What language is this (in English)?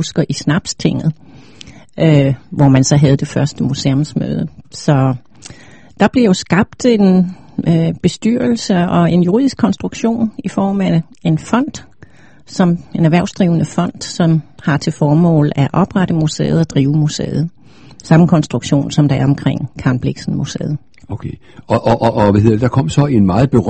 Danish